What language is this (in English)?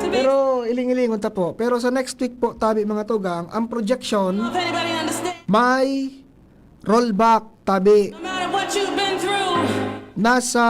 Bikol